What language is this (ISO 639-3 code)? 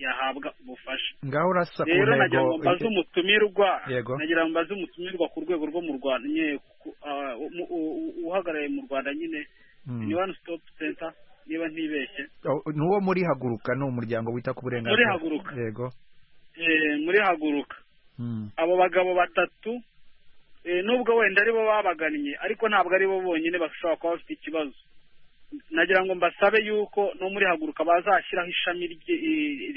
kin